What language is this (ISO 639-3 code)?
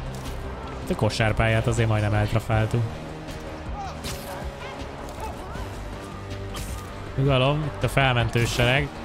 hun